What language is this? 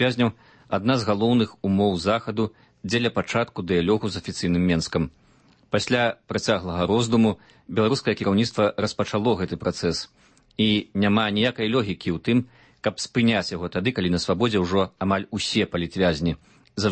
Belarusian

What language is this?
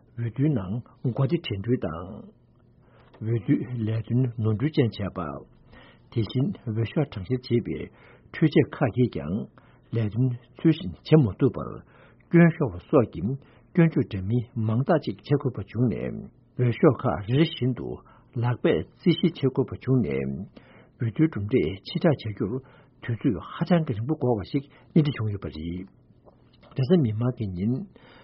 Tibetan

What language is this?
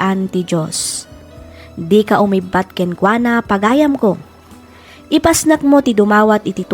Iloko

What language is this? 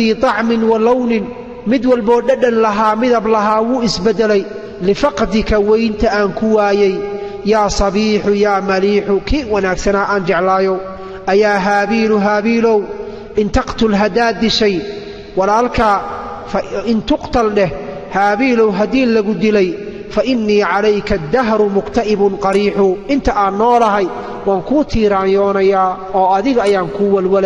Somali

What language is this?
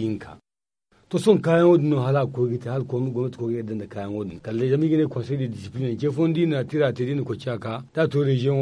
Zarma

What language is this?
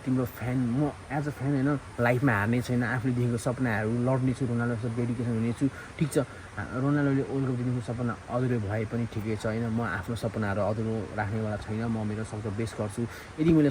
Nepali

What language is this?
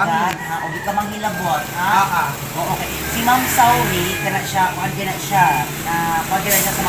Cebuano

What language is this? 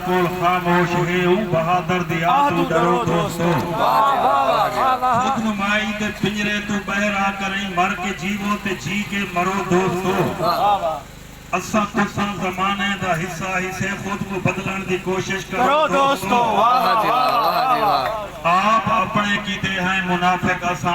Saraiki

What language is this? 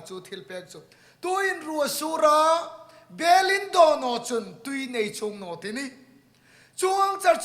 Hmar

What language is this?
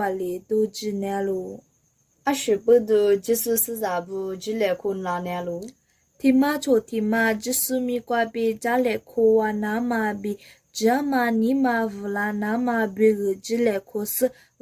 Lisu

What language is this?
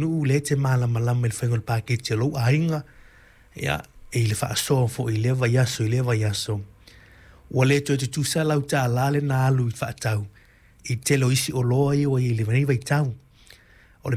Samoan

